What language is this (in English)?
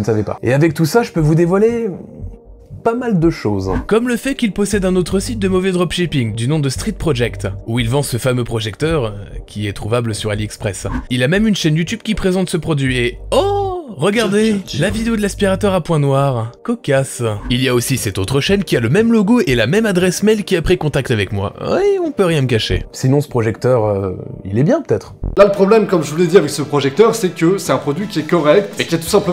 French